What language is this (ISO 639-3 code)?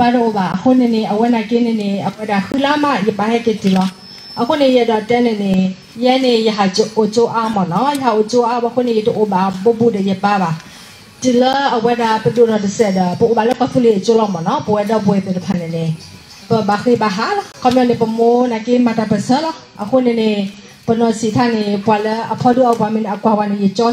ksw